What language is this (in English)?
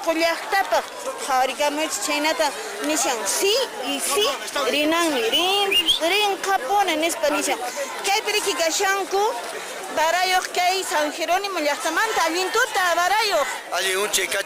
Quechua